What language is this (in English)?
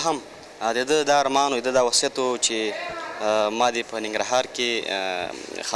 Pashto